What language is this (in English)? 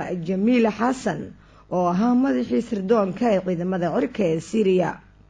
Somali